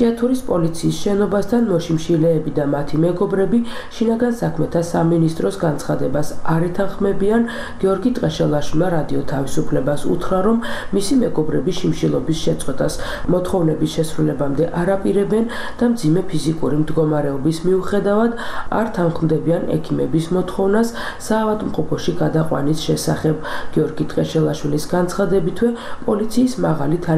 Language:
Georgian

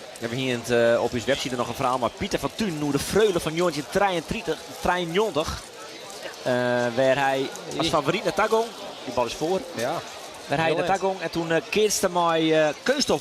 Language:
Western Frisian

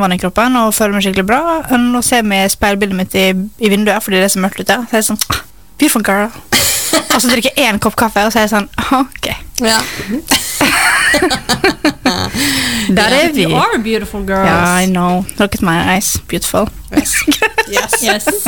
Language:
Norwegian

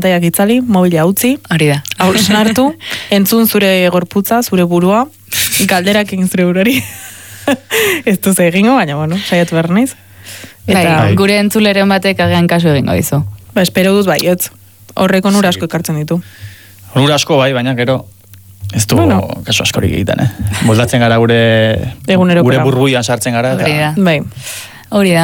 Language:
Basque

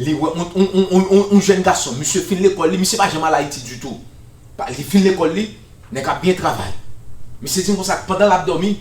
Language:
Haitian Creole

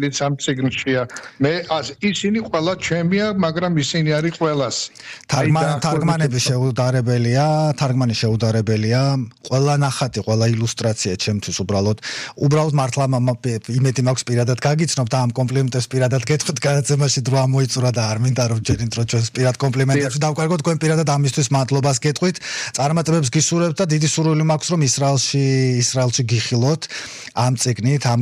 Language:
Georgian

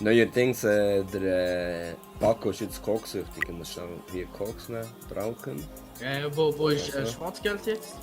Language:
Swiss German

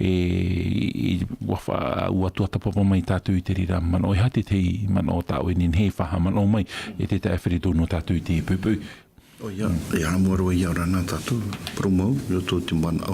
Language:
Tahitian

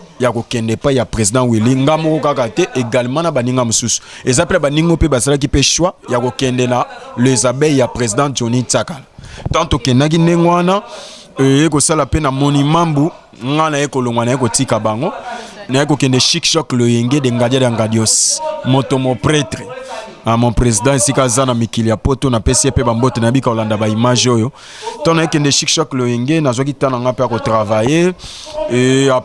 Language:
Lingala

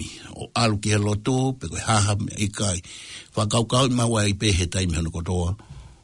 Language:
Tongan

